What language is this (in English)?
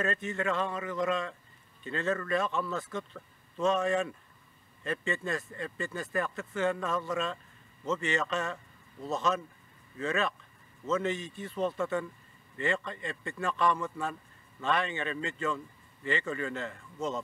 Yakut